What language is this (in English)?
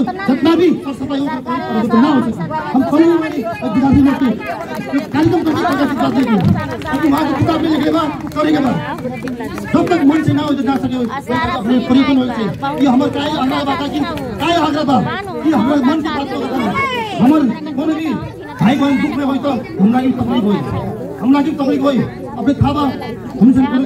Bhojpuri